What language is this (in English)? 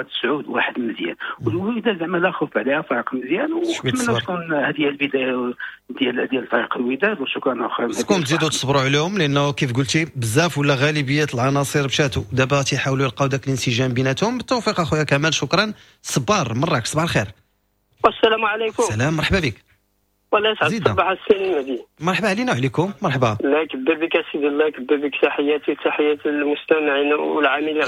Moroccan Arabic